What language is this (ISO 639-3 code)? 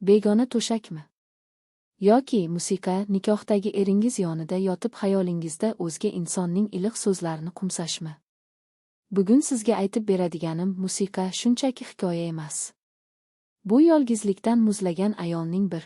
uzb